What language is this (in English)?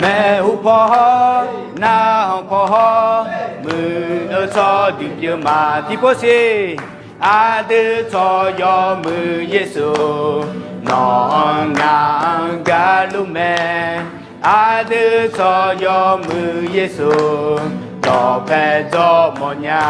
Akha